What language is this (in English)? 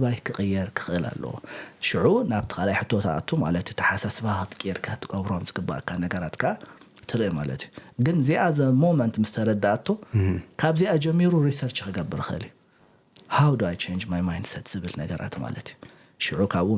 Tigrinya